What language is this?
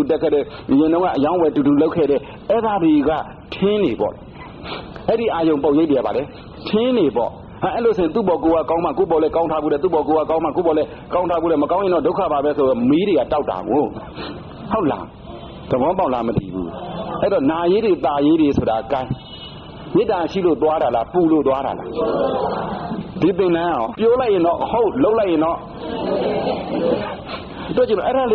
Burmese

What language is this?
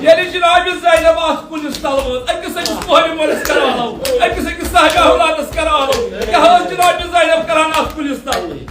Kashmiri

